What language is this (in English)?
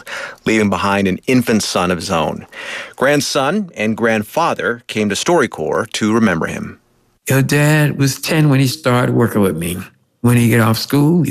English